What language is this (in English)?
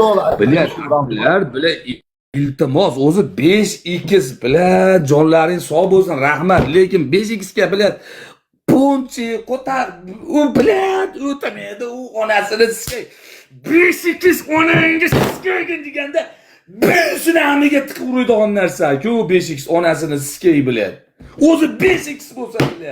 Uzbek